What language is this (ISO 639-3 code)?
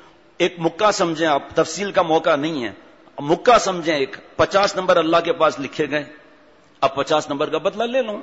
urd